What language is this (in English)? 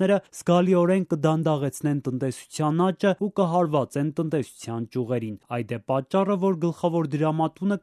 Armenian